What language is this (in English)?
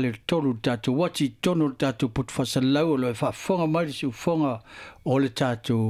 Samoan